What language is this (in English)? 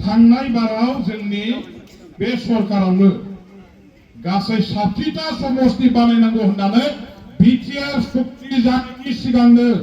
Bodo